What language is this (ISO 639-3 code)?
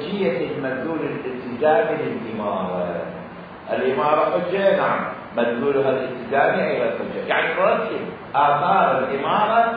acm